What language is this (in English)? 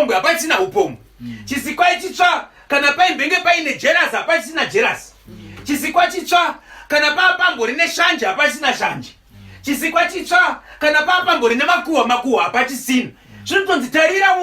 Shona